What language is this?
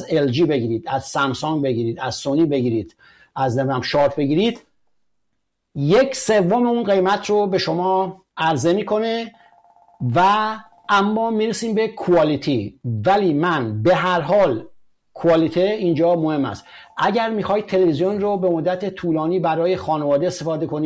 Persian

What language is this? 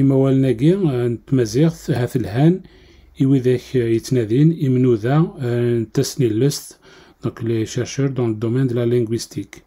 Kabyle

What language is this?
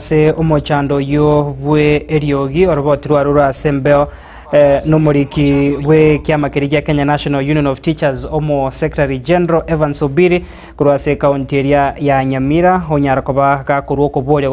Gusii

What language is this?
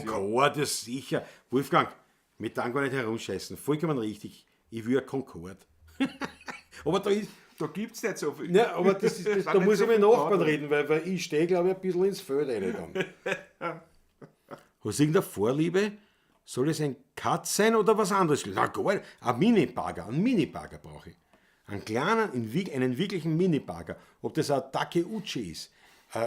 Bavarian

